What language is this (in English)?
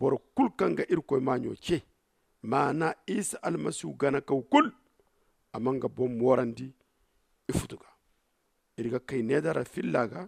Zarma